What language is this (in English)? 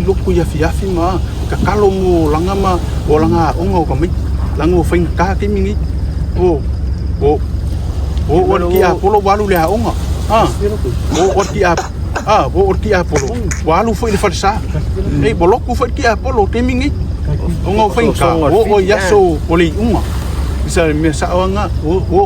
Samoan